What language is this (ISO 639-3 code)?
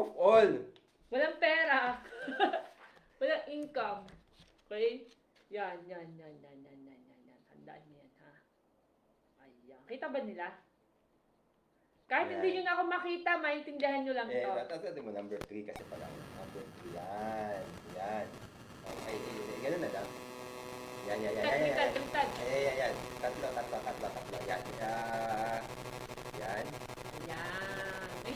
fil